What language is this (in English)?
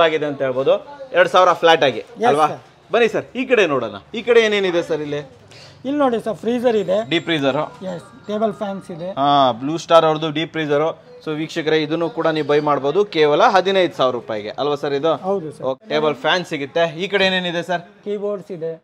Kannada